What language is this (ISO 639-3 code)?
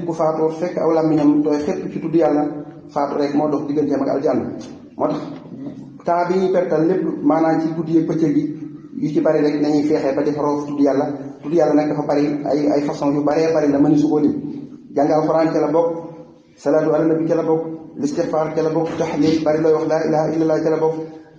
wol